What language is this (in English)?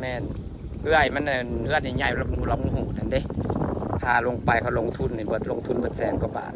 Northeastern Thai